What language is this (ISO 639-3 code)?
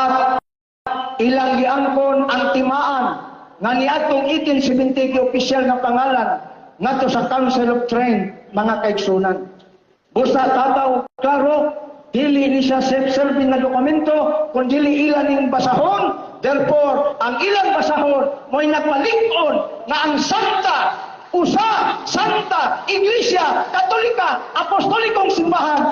ceb